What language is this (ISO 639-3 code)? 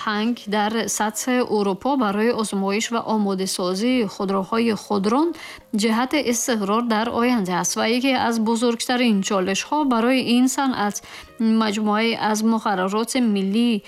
tgk